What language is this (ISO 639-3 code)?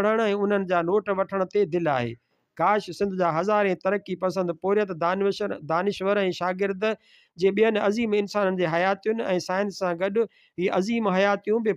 snd